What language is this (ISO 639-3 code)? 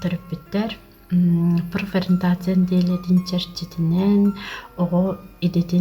sah